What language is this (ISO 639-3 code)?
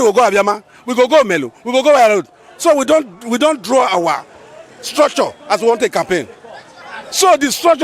pcm